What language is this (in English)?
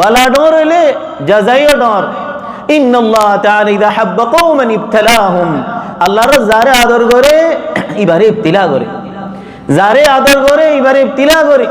Rohingya